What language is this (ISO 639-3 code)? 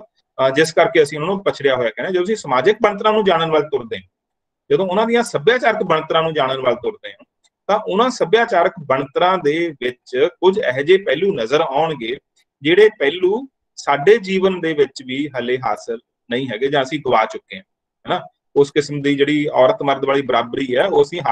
pan